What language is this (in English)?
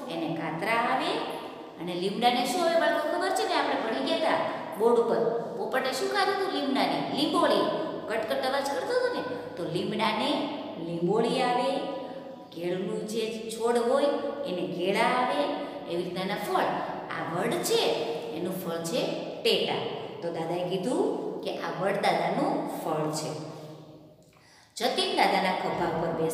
Gujarati